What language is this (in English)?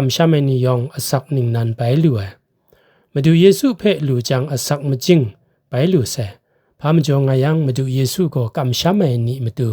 Kachin